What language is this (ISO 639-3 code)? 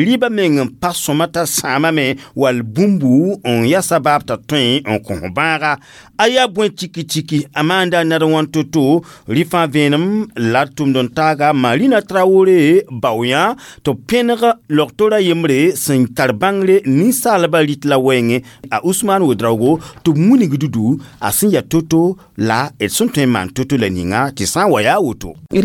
mos